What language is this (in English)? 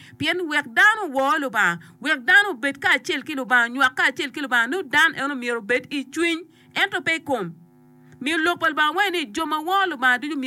Acoli